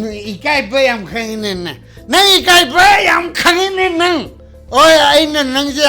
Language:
Manipuri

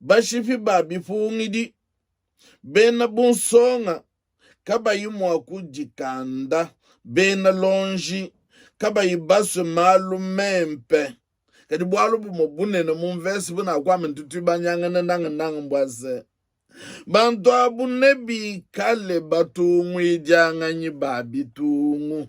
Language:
Luba-Lulua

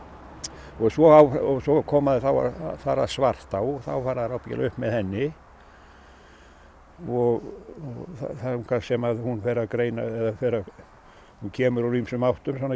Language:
Icelandic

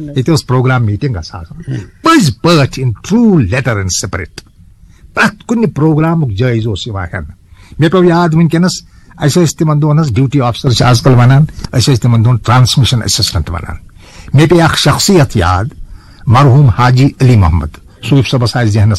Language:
Kashmiri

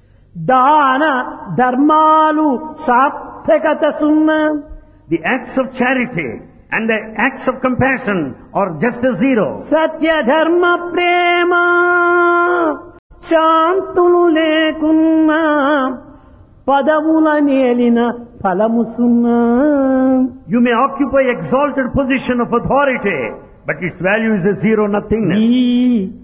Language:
Telugu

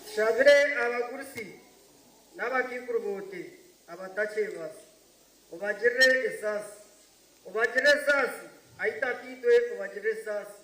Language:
Nyankole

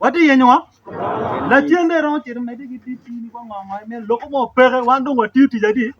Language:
Acoli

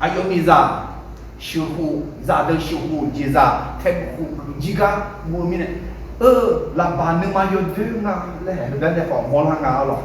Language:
Akha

